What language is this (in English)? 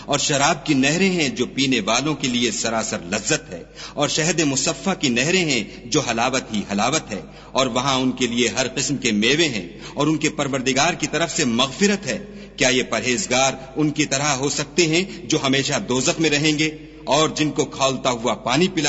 Urdu